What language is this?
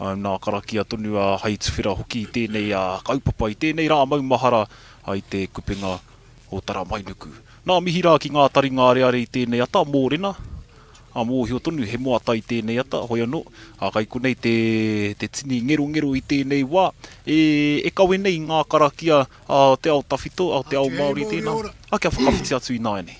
Māori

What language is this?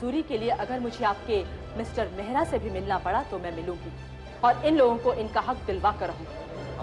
Hindi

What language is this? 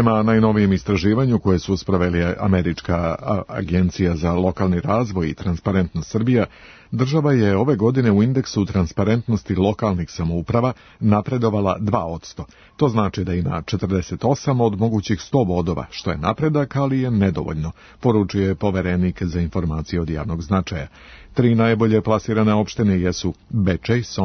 Serbian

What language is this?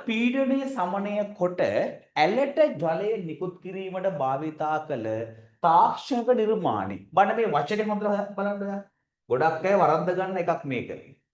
Sinhala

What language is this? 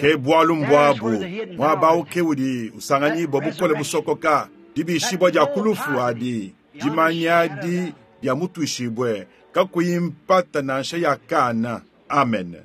Luba-Lulua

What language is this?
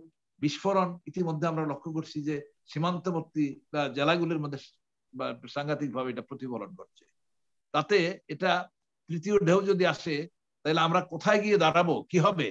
Bangla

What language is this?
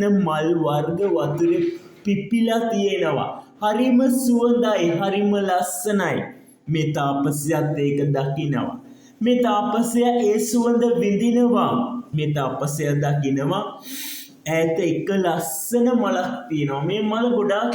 Sinhala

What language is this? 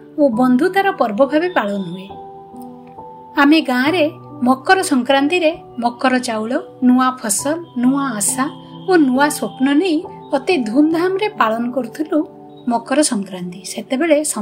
Odia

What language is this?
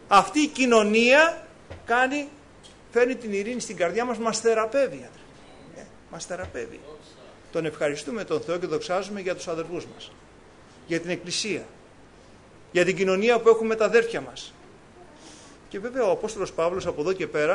Greek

